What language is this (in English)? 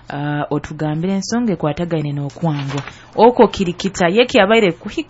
Nyoro